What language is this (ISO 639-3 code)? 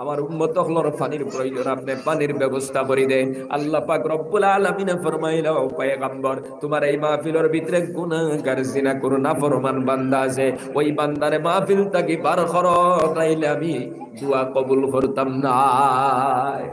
syl